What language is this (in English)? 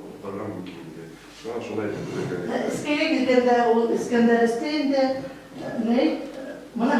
Bashkir